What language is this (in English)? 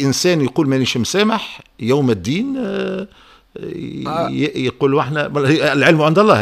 Tunisian Arabic